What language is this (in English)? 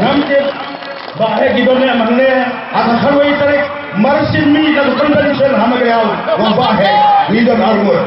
Khasi